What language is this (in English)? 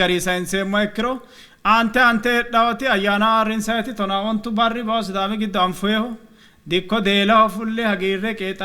Sidamo